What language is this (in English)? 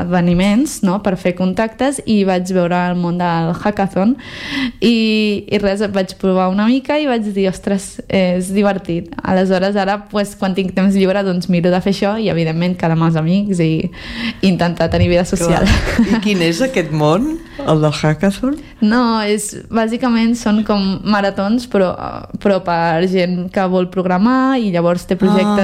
Catalan